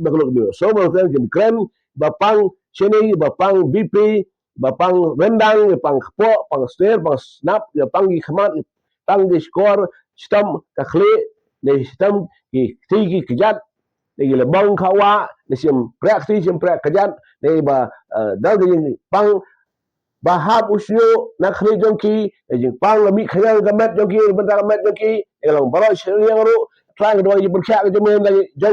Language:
Khasi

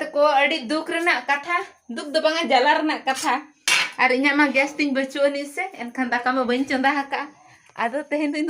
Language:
Santali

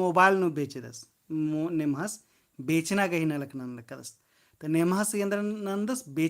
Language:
Kurukh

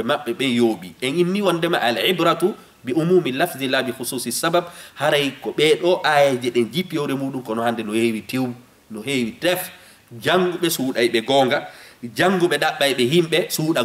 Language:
Fula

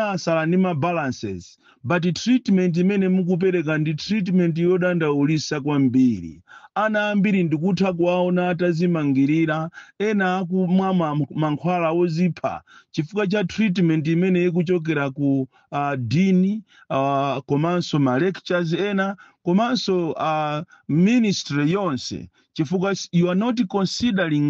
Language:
Nyanja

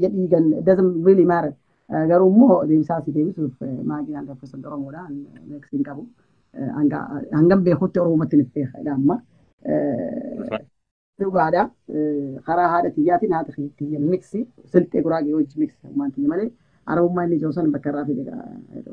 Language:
Oromo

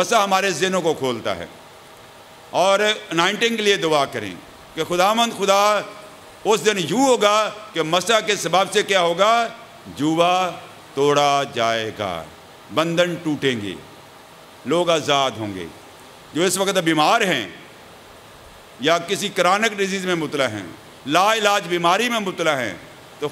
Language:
Urdu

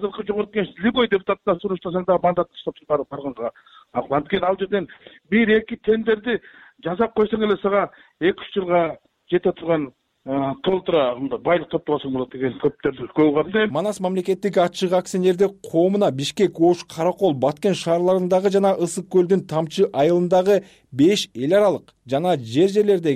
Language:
Kyrgyz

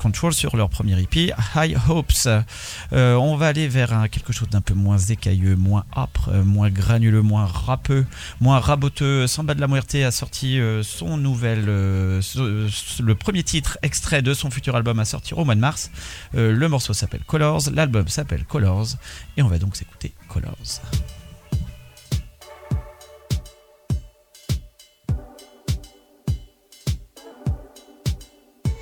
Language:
French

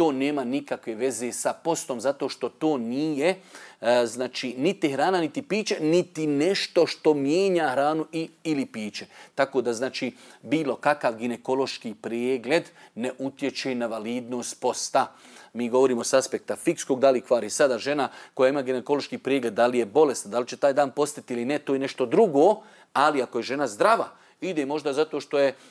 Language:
Bosnian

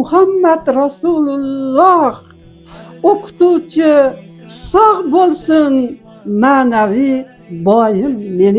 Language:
Uzbek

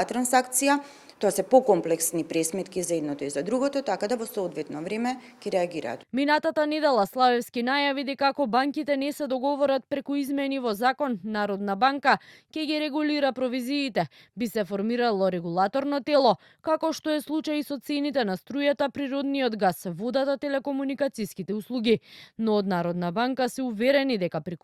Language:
Macedonian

